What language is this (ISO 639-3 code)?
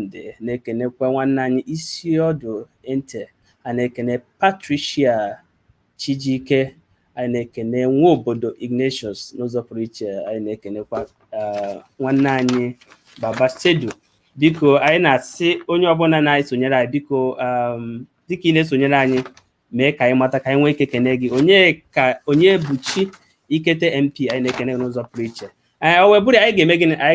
ibo